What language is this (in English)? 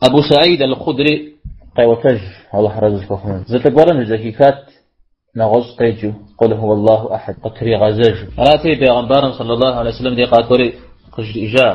Kabardian